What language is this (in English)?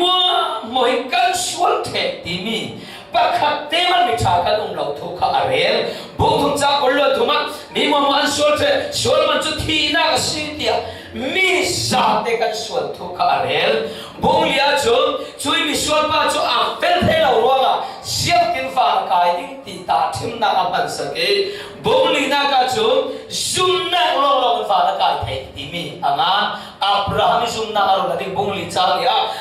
Falam Chin